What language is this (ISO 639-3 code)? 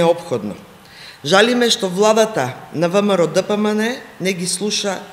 mkd